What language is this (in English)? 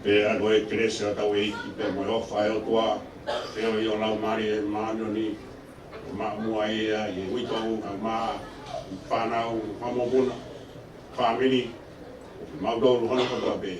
Tongan